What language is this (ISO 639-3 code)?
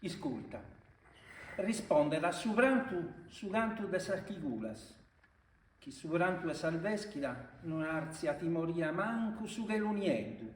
srd